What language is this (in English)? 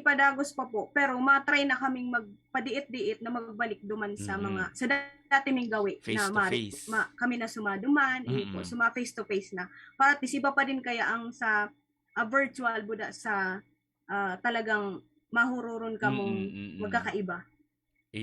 Bikol